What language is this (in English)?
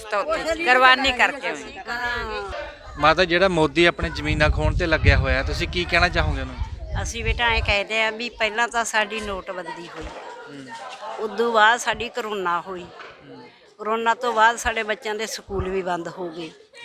Punjabi